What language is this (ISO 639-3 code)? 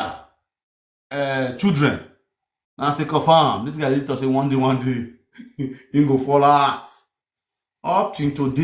pcm